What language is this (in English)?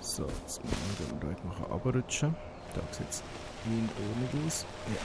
Swiss German